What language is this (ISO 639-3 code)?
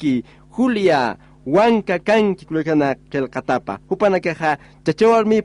aym